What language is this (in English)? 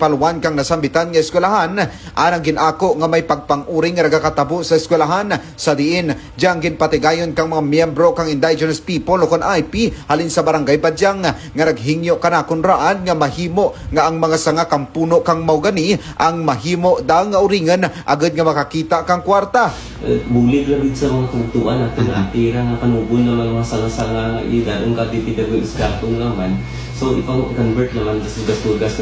Kinaray-a